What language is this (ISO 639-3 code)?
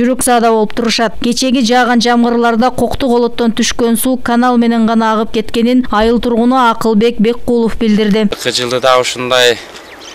kir